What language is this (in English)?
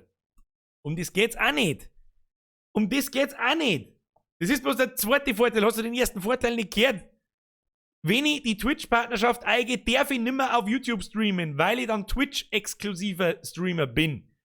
Bavarian